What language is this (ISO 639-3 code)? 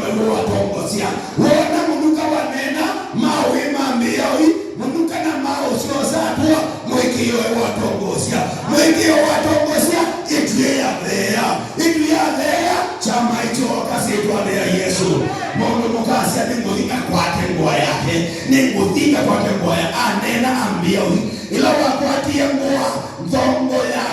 kam